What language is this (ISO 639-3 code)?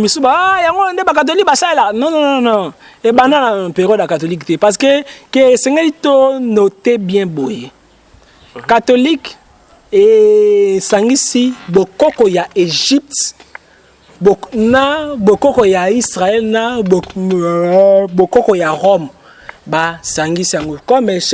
lin